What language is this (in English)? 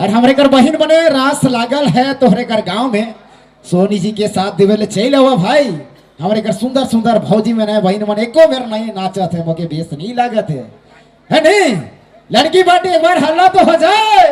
Sadri